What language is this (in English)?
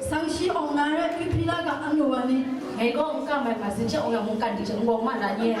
Kachin